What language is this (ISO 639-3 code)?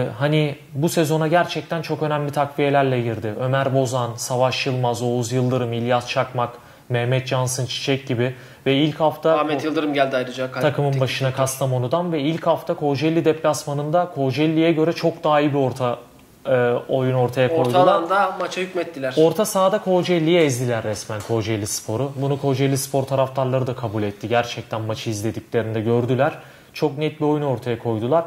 tur